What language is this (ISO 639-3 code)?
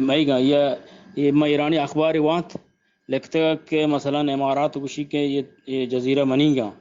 bgp